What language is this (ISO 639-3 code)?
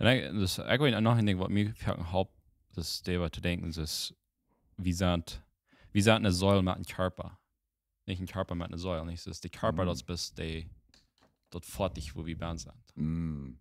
pdt